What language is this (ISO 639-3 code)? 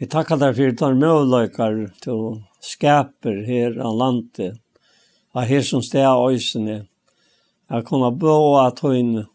fao